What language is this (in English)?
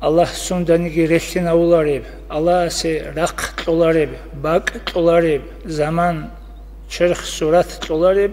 Avaric